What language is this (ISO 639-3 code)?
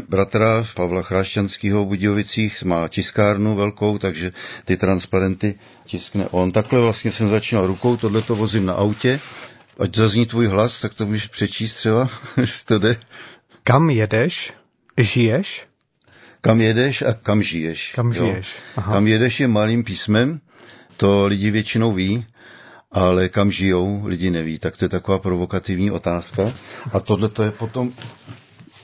ces